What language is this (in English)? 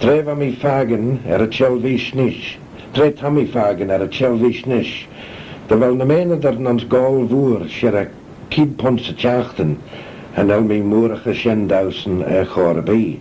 Manx